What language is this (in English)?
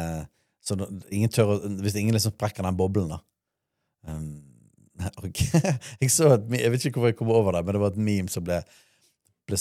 Norwegian